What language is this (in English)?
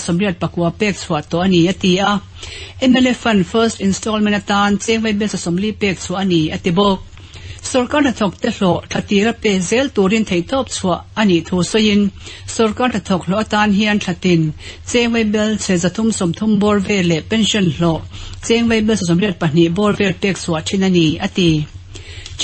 Mizo